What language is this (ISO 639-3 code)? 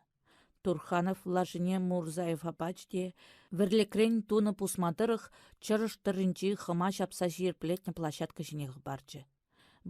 chv